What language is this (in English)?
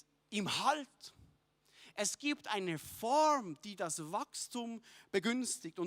Swiss German